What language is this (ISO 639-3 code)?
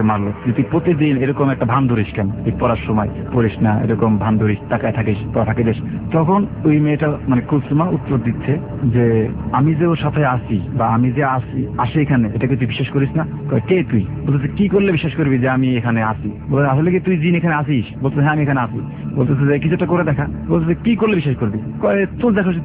ben